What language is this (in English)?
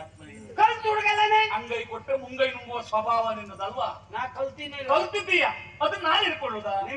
Kannada